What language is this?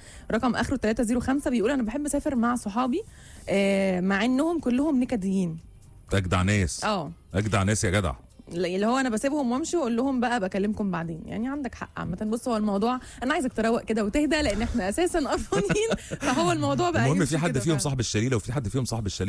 Egyptian Arabic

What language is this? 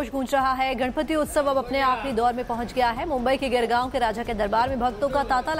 Hindi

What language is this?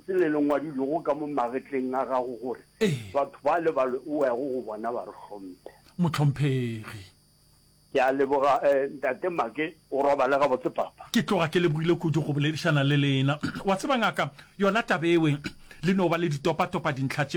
Northern Sotho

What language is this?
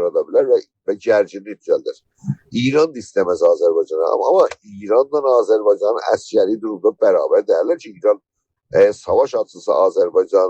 South Azerbaijani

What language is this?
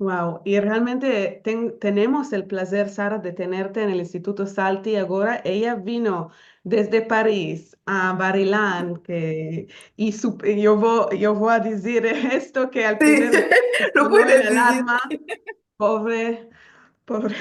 Ladino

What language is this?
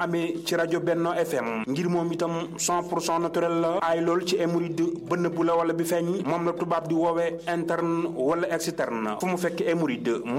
Wolof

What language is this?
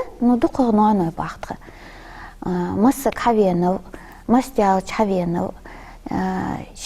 Ingush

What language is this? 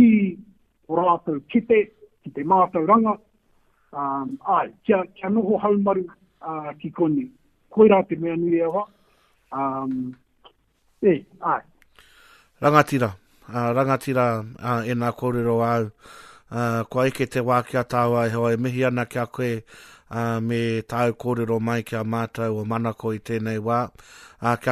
Māori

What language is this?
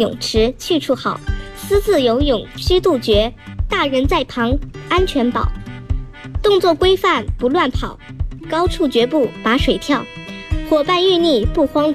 Chinese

